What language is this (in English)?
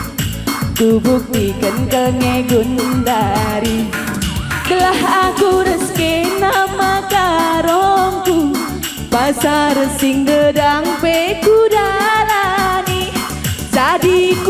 Batak Karo